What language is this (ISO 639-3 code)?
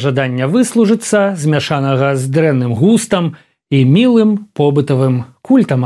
bel